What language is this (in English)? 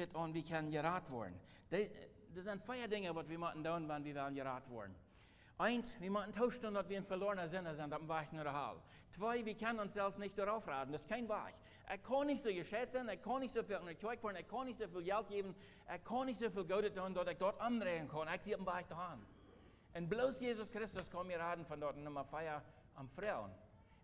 Plautdietsch